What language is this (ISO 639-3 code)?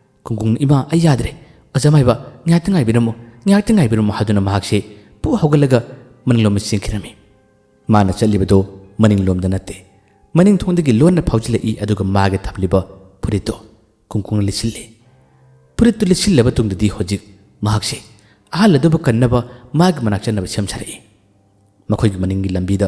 mni